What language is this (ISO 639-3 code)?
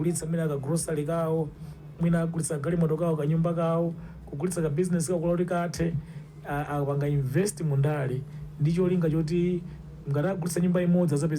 nya